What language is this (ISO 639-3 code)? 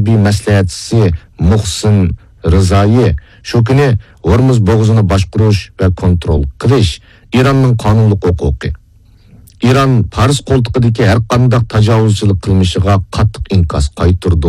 uig